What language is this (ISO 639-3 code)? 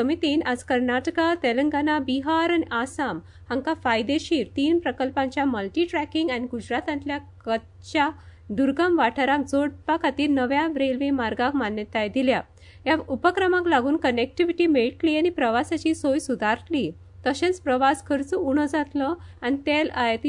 kok